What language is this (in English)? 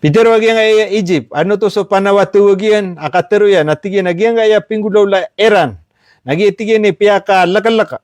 Maranao